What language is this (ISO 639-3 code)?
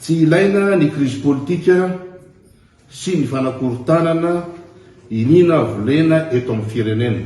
mlg